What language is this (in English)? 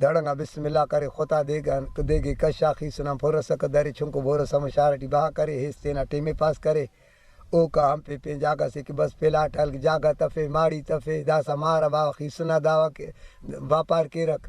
Brahui